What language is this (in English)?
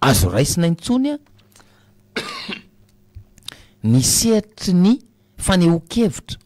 Malagasy